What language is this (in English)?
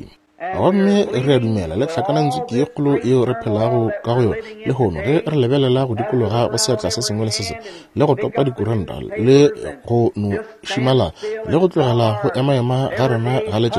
Northern Sotho